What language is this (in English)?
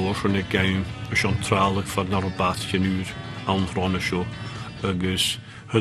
Scottish Gaelic